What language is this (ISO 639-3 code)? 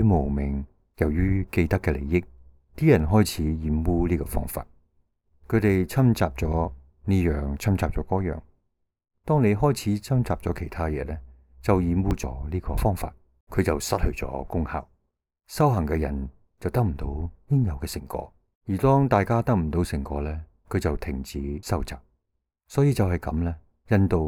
yue